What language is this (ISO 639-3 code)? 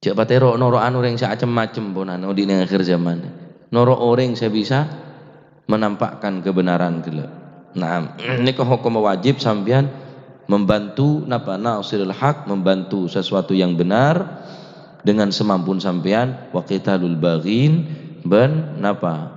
mad